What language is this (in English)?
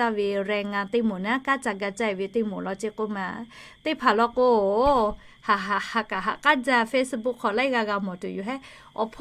Lahu